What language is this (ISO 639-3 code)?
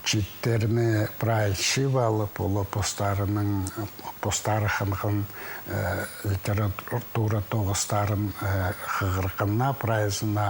kjh